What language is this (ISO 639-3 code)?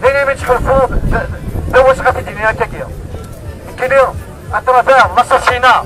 kab